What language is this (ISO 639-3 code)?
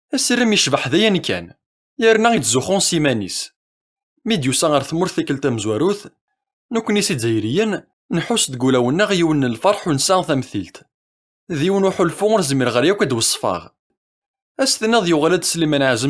kab